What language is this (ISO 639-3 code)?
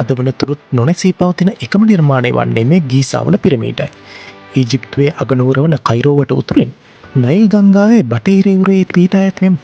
sin